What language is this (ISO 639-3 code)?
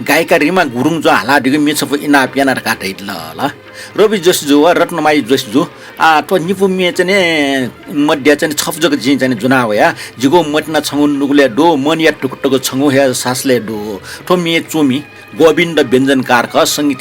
new